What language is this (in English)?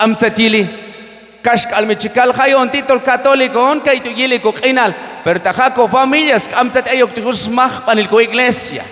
Q'anjob'al